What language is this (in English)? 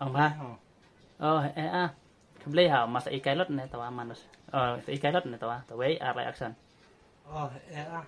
Khasi